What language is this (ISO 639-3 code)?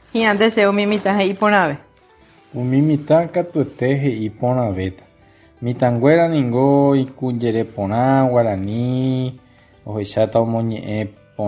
grn